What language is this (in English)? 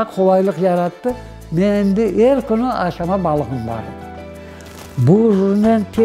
Crimean Tatar